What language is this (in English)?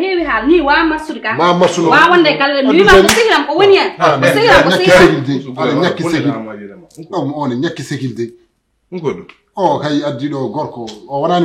Fula